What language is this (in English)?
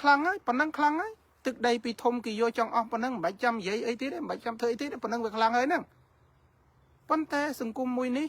Khmer